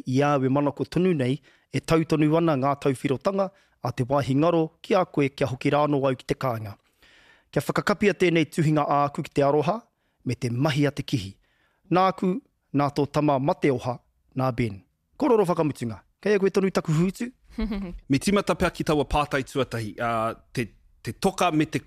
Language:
Māori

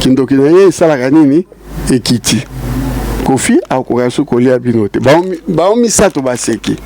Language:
Lingala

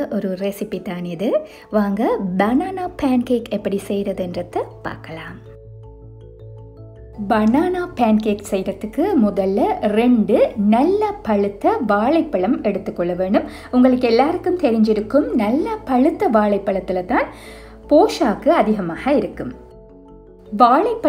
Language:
Tamil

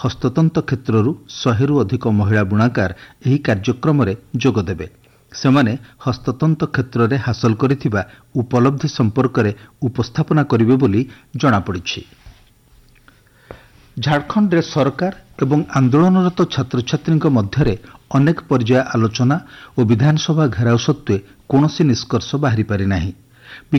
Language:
Odia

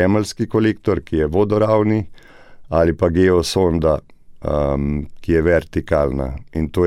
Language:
Slovenian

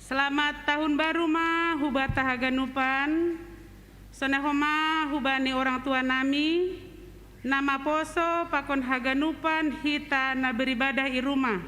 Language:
Batak Simalungun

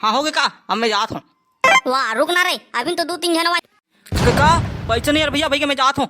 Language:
Chhattisgarhi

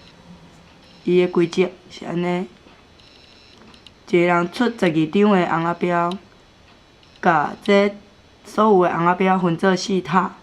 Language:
Min Nan Chinese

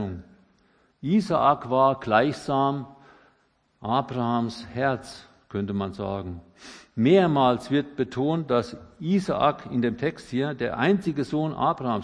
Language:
German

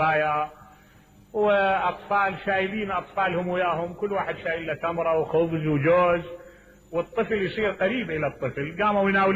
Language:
Mesopotamian Arabic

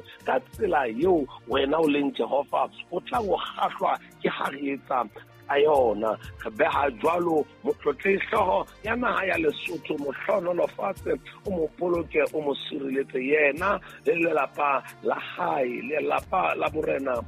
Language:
Southern Sotho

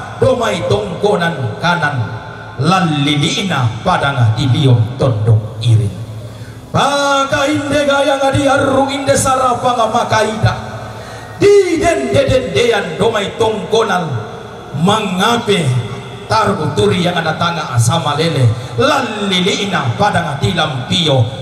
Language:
Toraja-Sa'dan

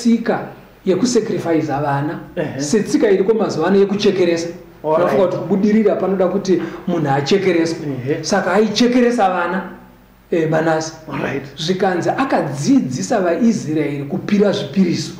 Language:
Shona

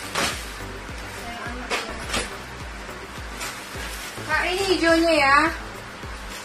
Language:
Indonesian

